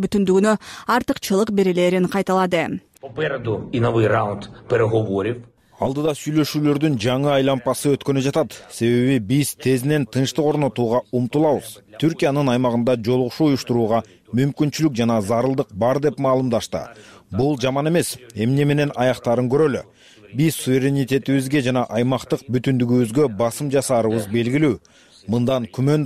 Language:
Kyrgyz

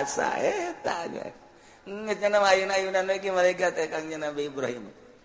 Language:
Sundanese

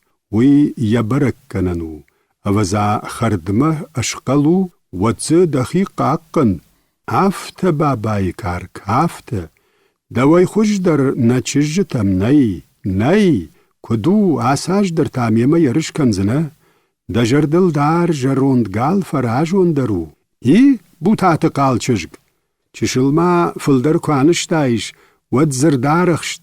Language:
Ossetic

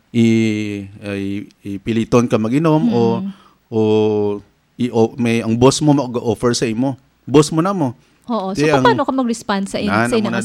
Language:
Hiligaynon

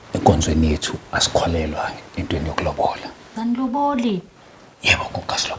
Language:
Zulu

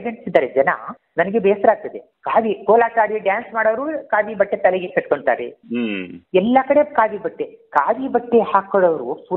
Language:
Kannada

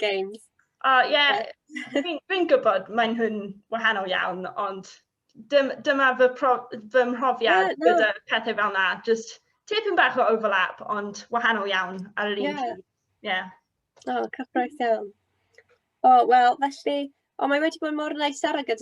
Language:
Welsh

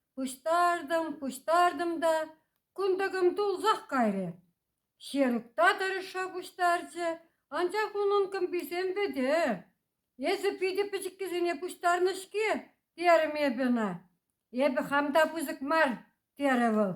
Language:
Chuvash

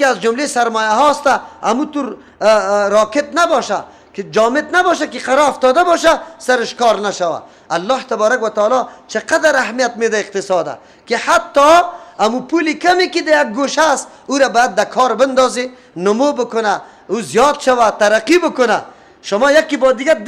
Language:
Persian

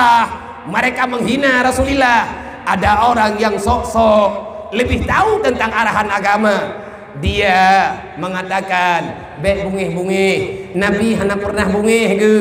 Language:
Achinese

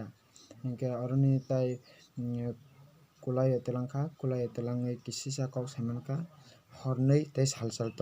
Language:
Kok Borok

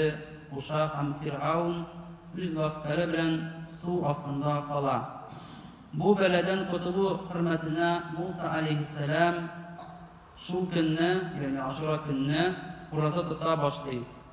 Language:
Tatar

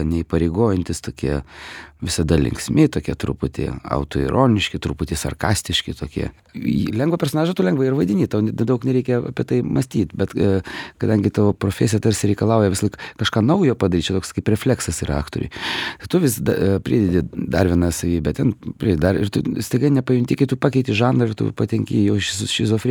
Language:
Lithuanian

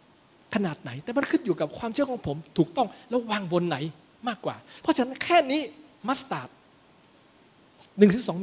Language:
Thai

